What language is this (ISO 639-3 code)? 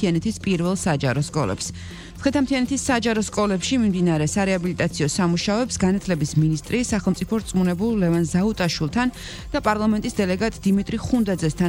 kat